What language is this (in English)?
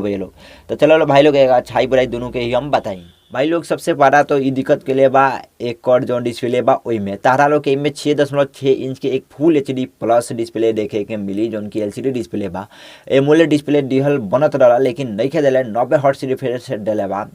Bhojpuri